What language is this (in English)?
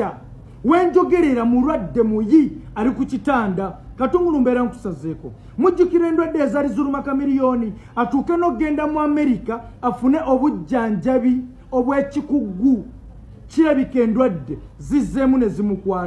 Ganda